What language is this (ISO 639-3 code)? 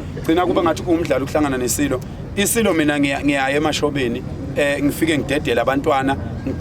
zul